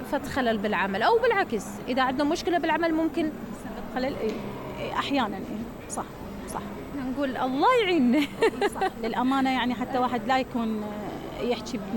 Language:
Mesopotamian Arabic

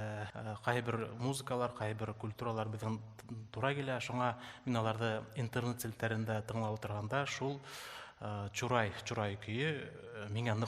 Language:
Bashkir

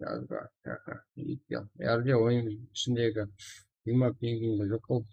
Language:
Kara-Kalpak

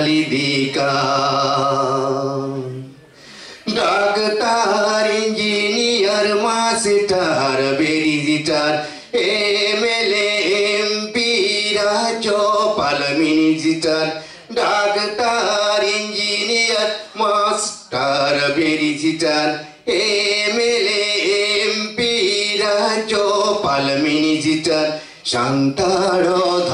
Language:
Santali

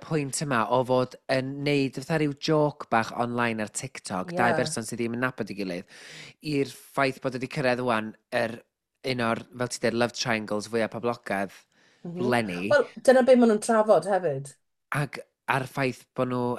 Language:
Welsh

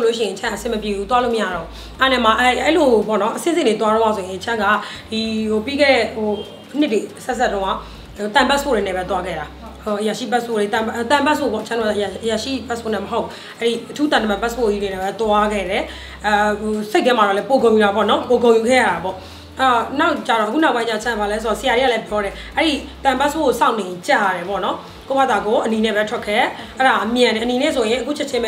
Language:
Burmese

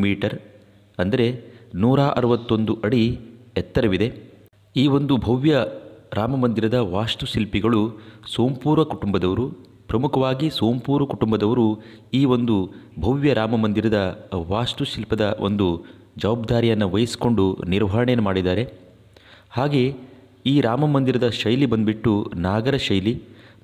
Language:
Kannada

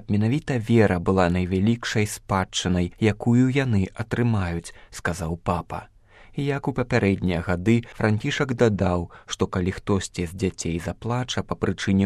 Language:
Belarusian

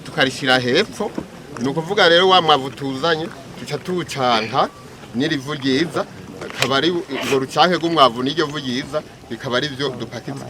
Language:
Rundi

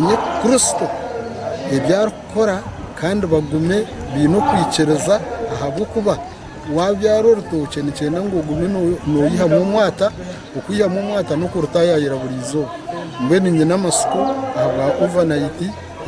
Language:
Nyankole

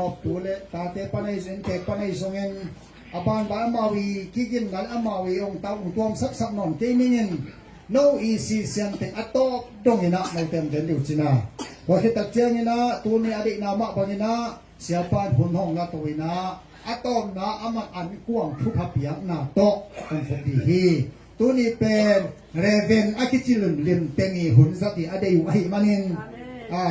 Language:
Tedim Chin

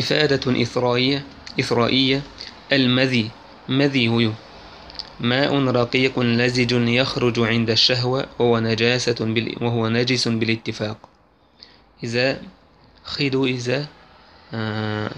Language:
Chechen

